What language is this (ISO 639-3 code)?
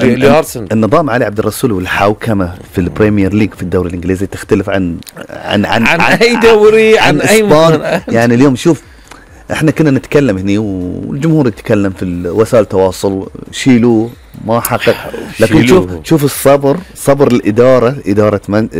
afb